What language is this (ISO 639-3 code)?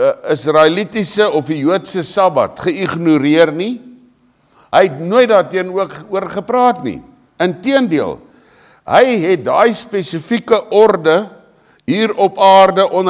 afr